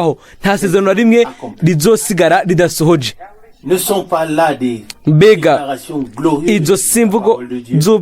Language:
Rundi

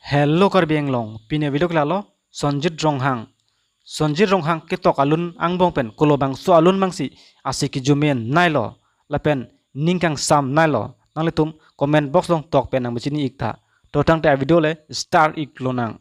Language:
Karbi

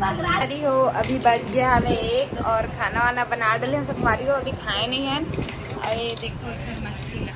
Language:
Chhattisgarhi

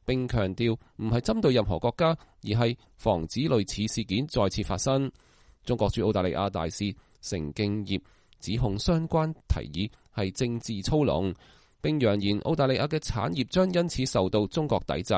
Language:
Cantonese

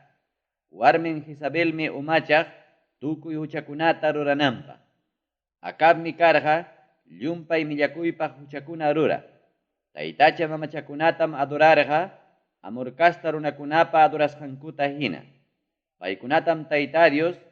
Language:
Ayacucho Quechua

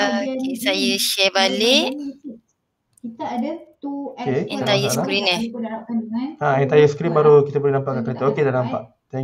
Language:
Malay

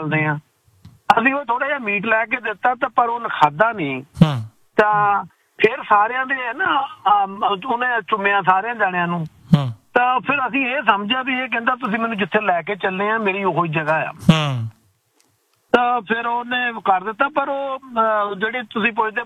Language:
Punjabi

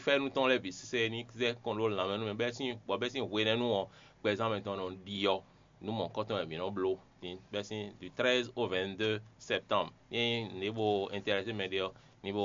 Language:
Fon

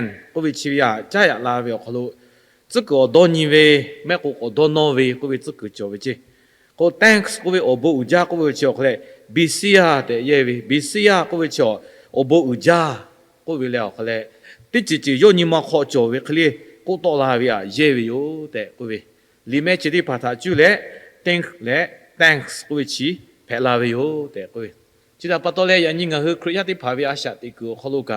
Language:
Lahu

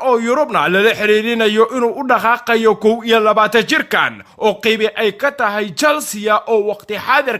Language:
Somali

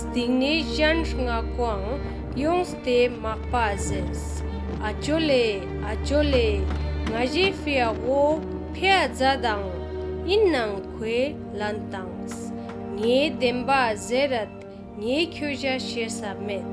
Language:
Ladakhi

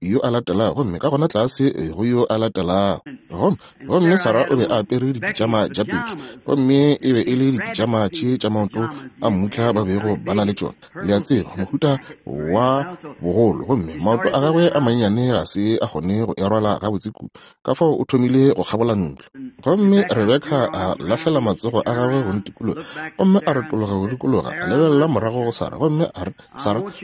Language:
Northern Sotho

